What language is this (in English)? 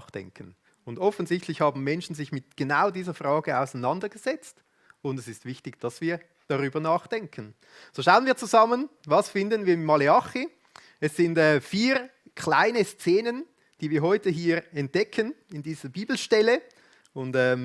Swiss German